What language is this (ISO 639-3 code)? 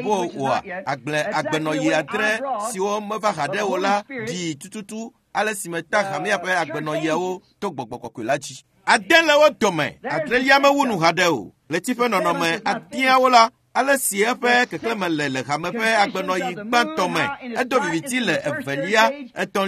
ewe